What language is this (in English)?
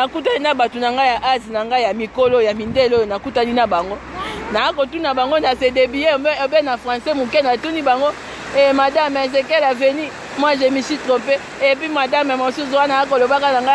Lingala